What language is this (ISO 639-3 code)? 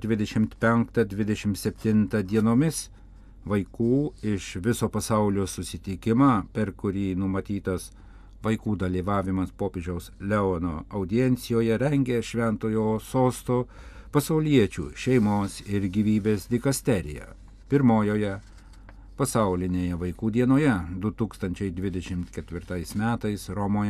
lit